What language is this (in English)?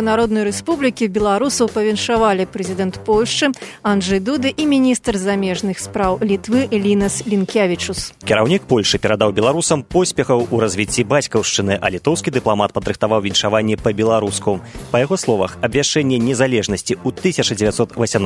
Belarusian